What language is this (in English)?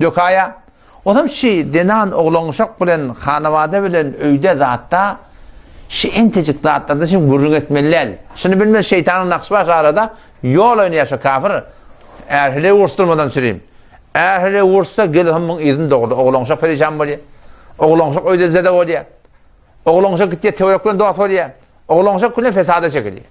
Turkmen